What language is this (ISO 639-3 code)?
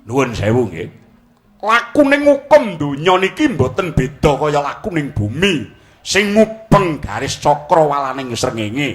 jav